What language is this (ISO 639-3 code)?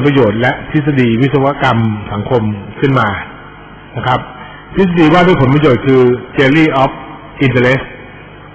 tha